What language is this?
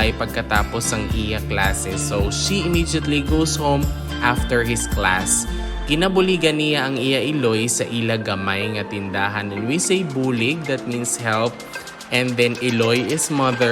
Hiligaynon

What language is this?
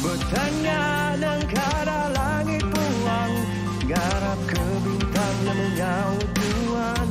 Iban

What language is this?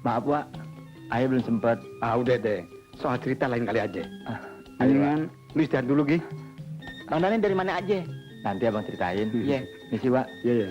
Betawi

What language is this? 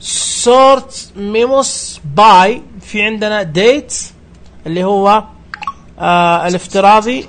Najdi Arabic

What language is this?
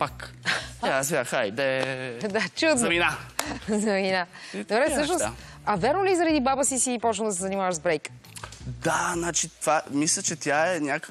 Bulgarian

